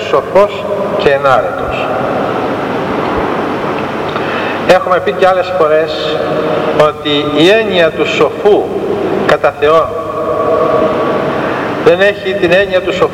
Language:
Greek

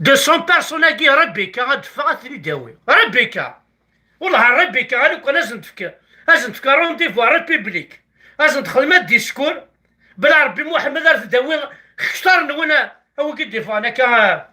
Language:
Kabyle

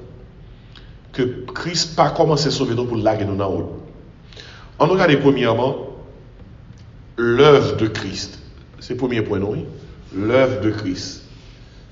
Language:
French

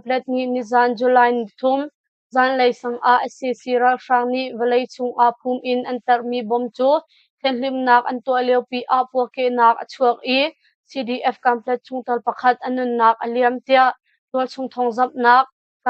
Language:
Hakha Chin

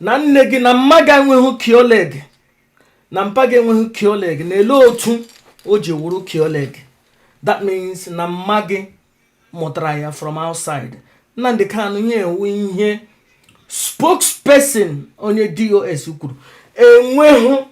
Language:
Igbo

